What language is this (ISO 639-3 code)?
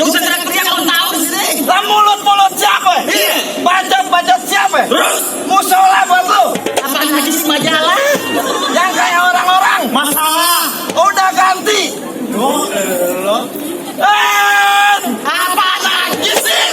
bew